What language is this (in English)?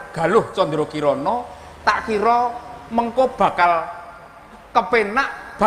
Javanese